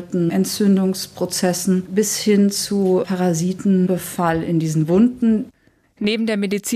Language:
German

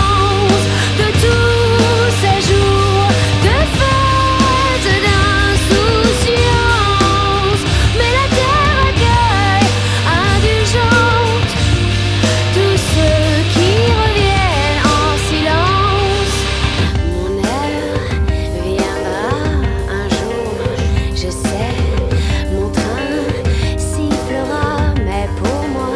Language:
French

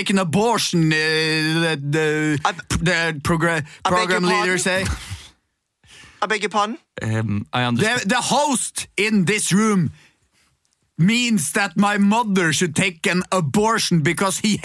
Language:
Norwegian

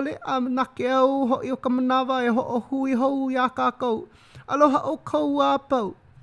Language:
Hawaiian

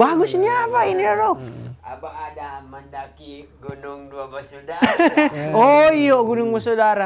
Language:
Manado Malay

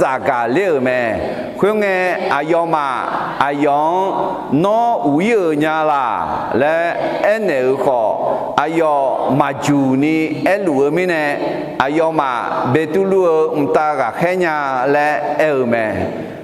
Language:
Akha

